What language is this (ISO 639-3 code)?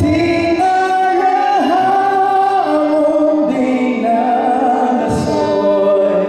nmf